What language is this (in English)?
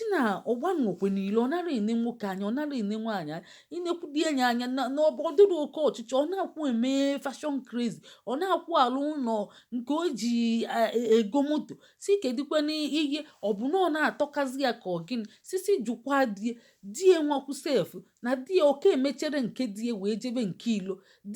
Igbo